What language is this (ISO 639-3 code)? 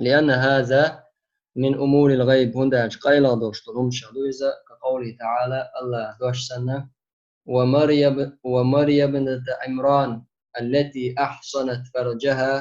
che